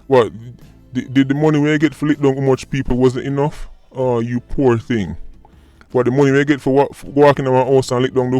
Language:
Jamaican Creole English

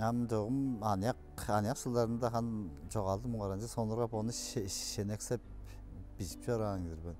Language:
Tuvinian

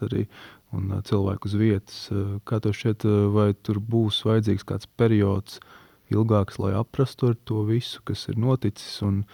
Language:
Latvian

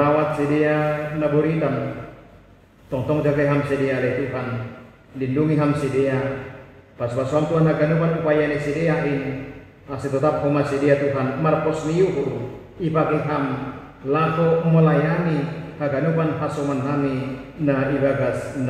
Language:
Batak Simalungun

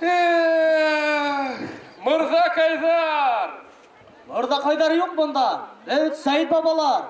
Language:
Bashkir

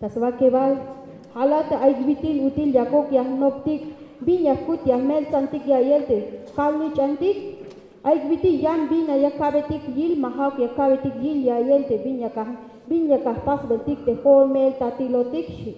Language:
Tzeltal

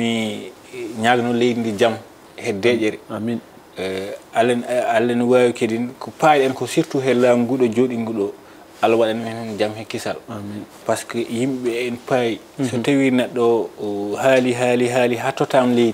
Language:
Fula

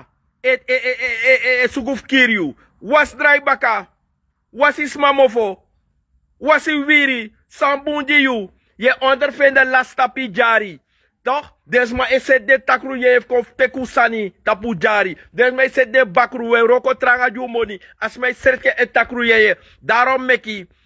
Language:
Sranan Tongo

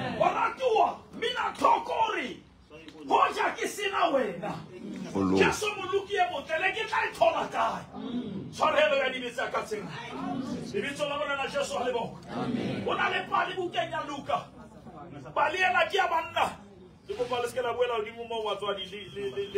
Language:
Southern Sotho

